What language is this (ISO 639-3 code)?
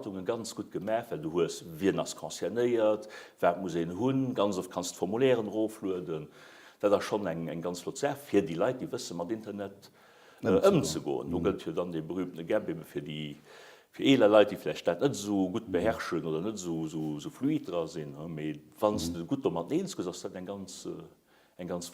ltz